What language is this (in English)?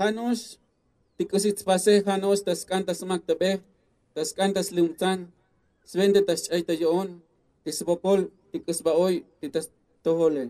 Tzotzil